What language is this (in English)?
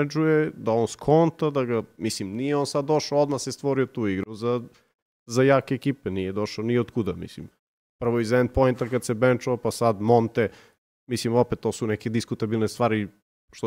Serbian